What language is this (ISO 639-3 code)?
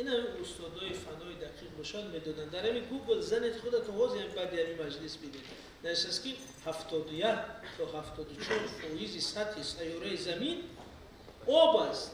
tgk